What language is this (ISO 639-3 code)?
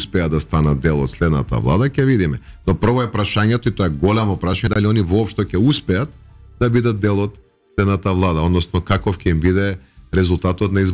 mkd